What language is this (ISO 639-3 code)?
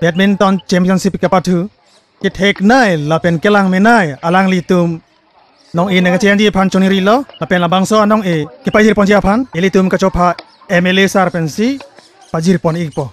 mjw